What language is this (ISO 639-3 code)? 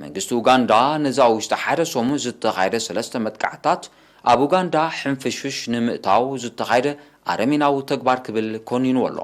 tir